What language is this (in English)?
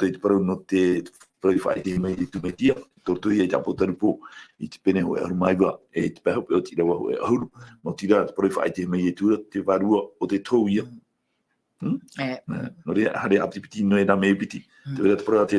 Tahitian